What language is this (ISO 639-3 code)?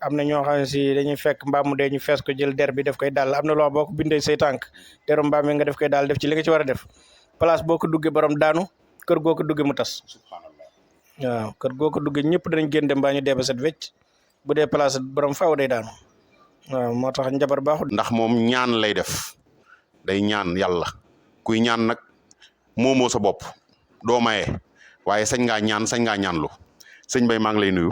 wol